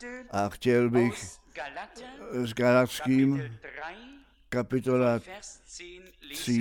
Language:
Czech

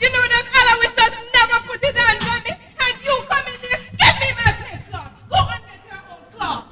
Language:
Jamaican Creole English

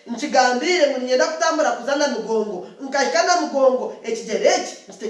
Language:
Nyankole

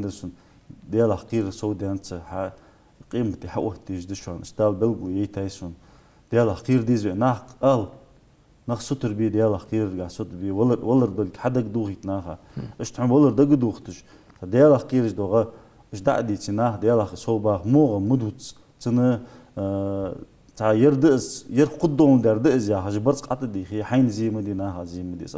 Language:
Ingush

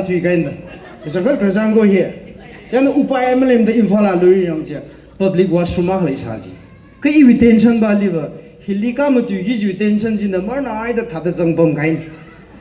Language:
Tangkhul Naga (India)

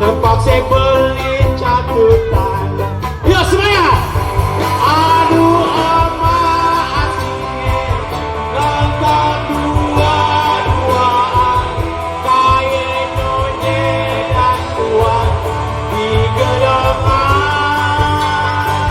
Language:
Betawi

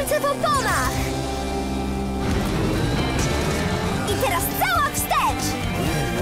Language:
Polish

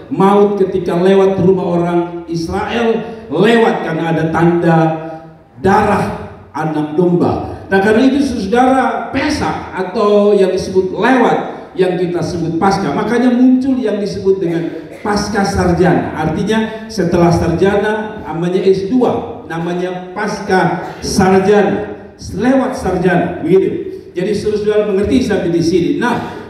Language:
Indonesian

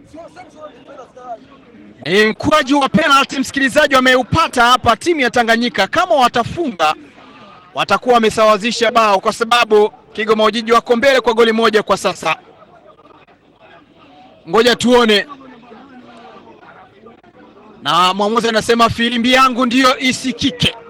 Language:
Swahili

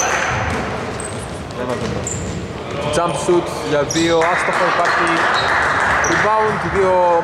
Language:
Greek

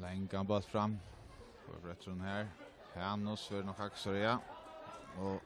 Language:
Faroese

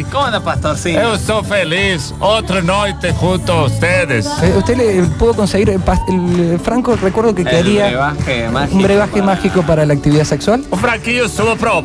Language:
Spanish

